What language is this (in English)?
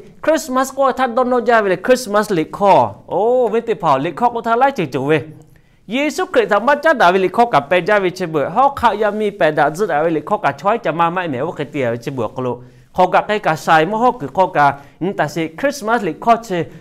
Lahu